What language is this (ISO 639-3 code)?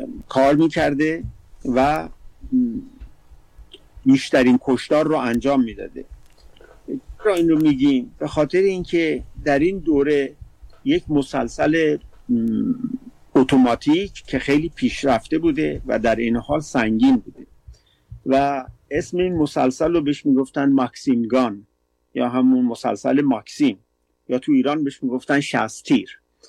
fas